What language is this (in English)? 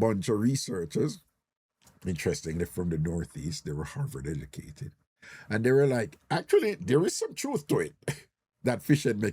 Jamaican Creole English